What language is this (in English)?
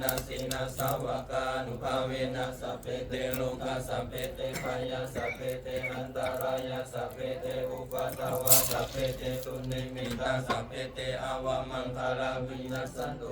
Pali